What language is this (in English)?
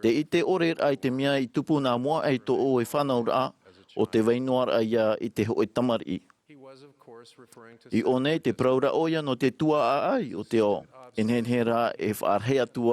Tahitian